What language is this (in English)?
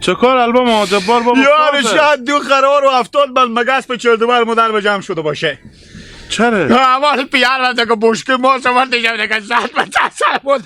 Hazaragi